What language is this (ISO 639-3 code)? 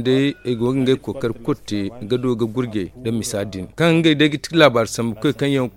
dje